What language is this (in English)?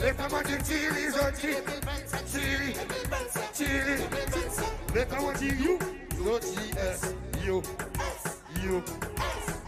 Seselwa Creole French